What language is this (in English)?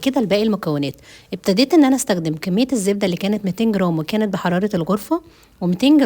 Egyptian Arabic